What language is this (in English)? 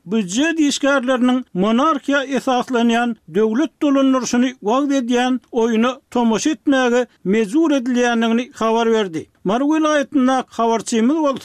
Turkmen